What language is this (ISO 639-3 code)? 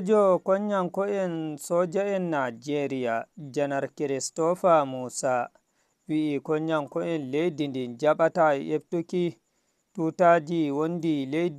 ful